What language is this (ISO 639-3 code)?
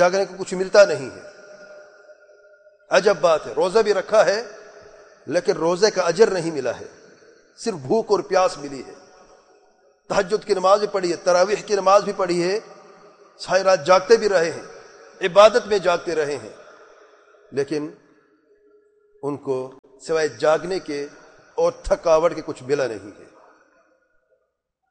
urd